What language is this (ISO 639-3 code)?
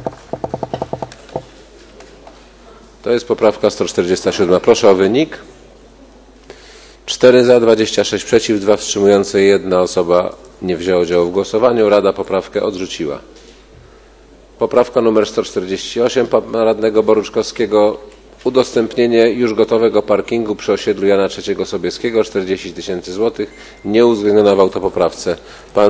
pol